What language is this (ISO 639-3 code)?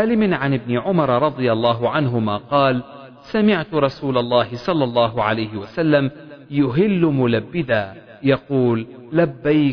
ara